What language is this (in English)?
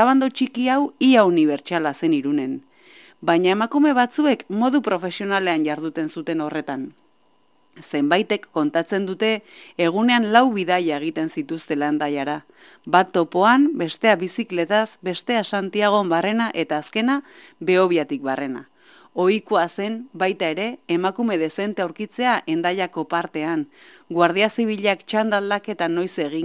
Basque